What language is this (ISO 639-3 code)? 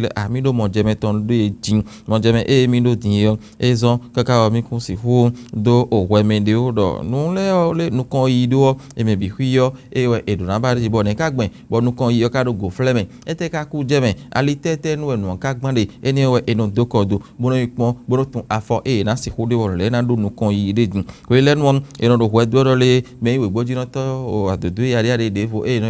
fon